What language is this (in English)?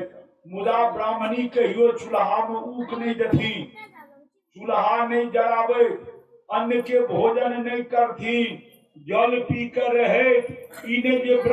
Maithili